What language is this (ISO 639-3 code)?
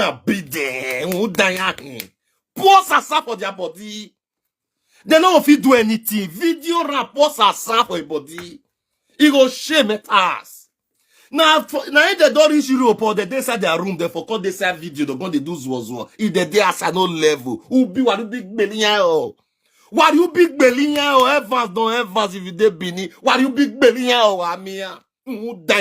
pcm